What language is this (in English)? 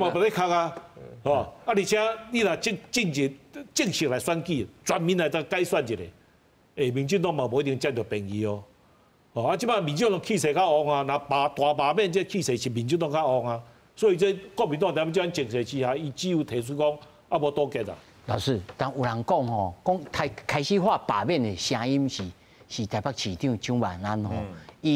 Min Nan Chinese